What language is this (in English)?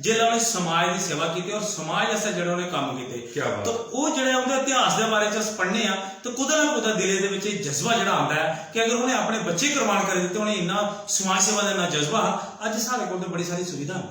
Dogri